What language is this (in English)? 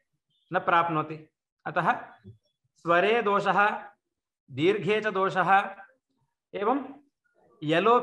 Sanskrit